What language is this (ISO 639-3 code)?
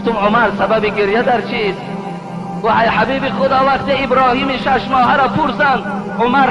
tgk